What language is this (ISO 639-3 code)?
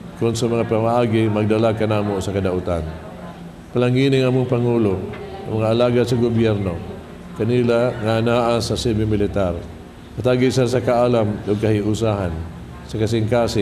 ceb